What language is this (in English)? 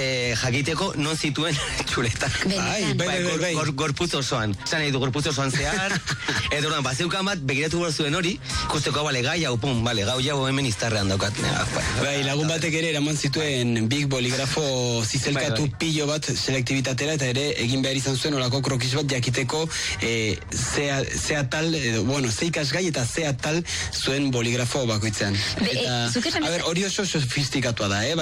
Basque